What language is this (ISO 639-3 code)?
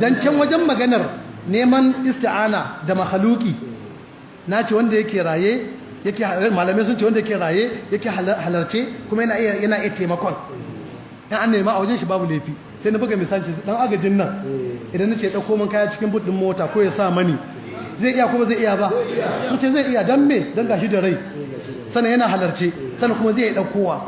hau